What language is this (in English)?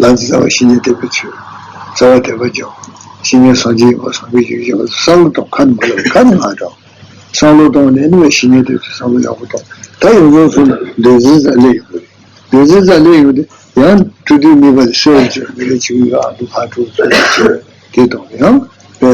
Tibetan